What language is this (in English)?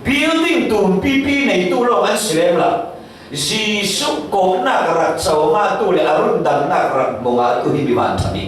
Falam Chin